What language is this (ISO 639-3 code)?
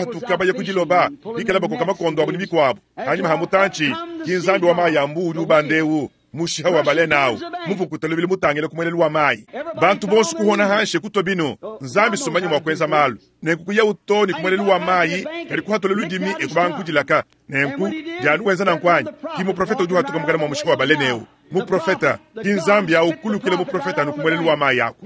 lua